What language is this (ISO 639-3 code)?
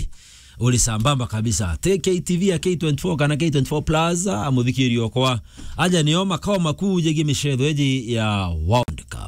mer